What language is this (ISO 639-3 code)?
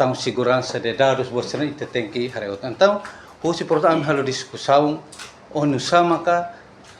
tet